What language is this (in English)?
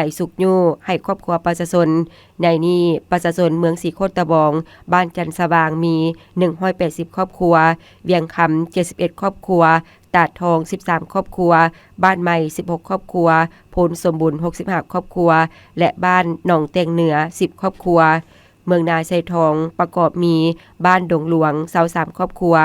Lao